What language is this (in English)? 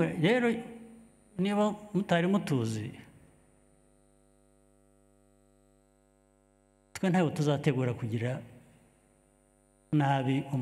Kinyarwanda